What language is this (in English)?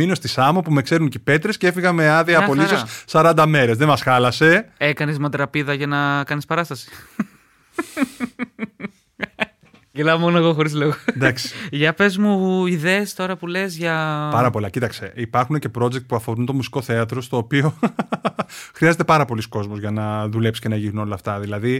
Greek